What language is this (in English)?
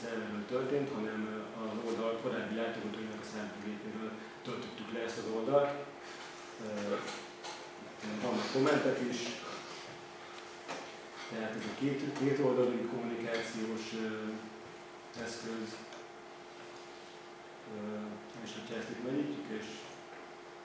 Hungarian